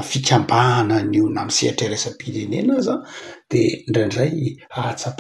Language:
Malagasy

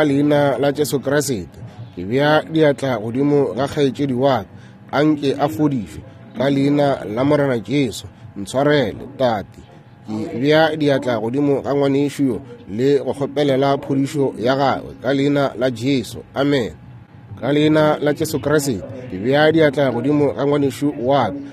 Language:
Northern Sotho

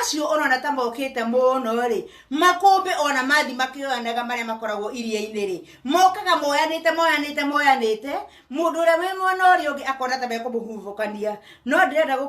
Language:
Kikuyu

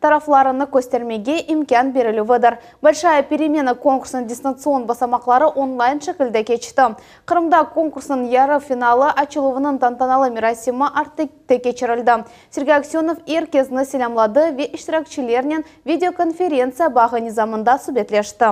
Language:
Crimean Tatar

